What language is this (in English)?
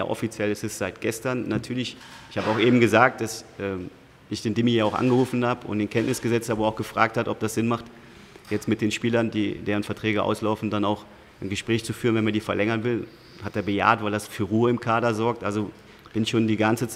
German